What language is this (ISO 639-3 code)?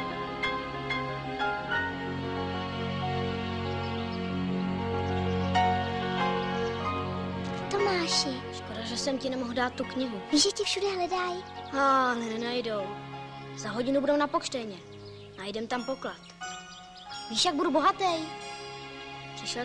ces